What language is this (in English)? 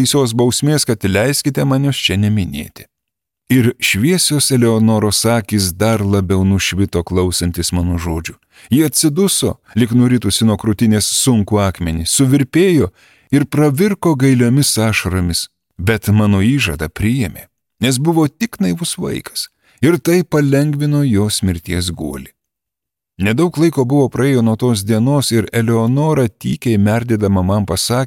Lithuanian